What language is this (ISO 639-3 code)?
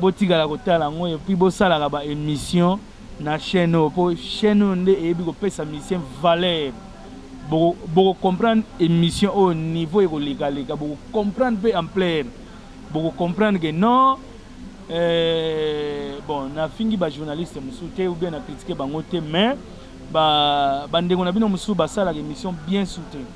lin